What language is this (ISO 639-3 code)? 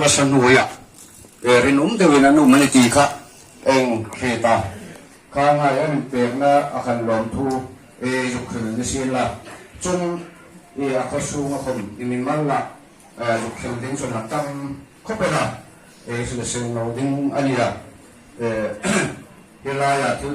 hmr